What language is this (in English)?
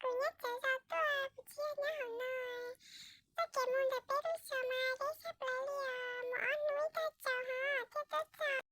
Hmong